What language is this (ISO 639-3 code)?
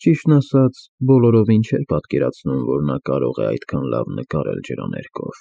hye